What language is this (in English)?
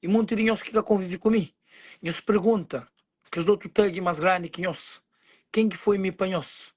Kabuverdianu